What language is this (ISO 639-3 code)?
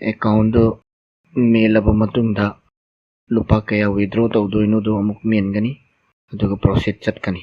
mni